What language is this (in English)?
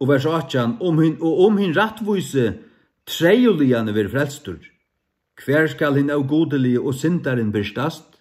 Faroese